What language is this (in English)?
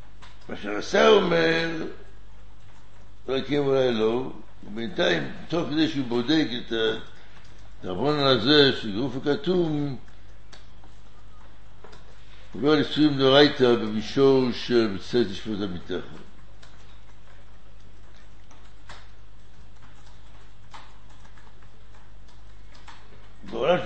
Hebrew